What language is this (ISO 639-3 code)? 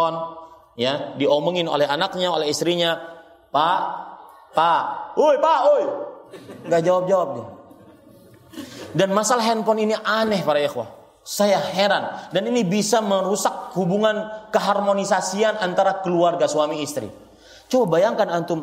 ind